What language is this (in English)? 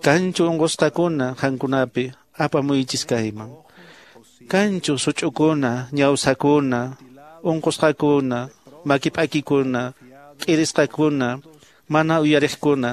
Quechua